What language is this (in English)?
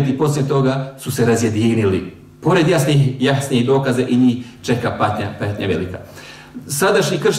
Bosnian